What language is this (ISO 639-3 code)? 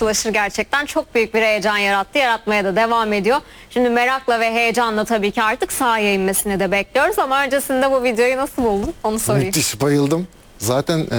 tur